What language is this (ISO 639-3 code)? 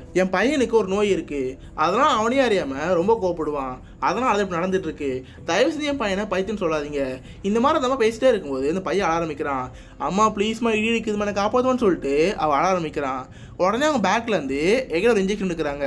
tam